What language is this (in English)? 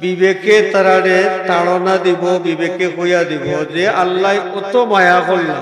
Sylheti